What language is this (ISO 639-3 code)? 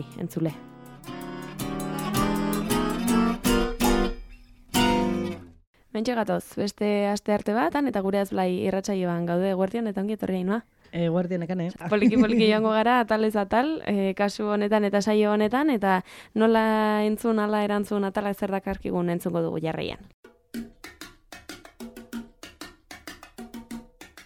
eus